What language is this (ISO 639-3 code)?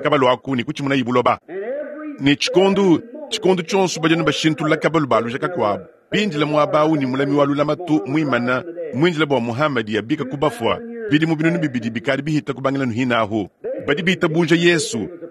lua